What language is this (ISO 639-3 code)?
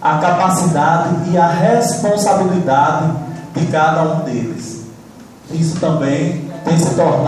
por